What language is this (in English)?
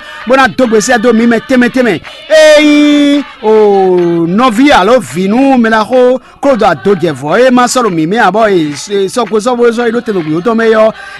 Fon